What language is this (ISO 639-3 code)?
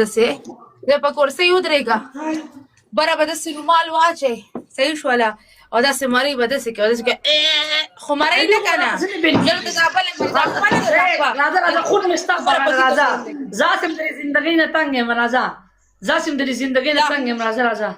pus